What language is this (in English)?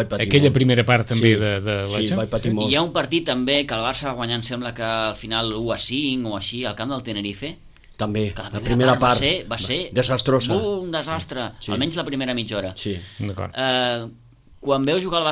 Catalan